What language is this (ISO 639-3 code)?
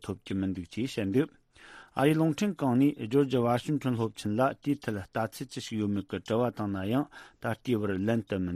bod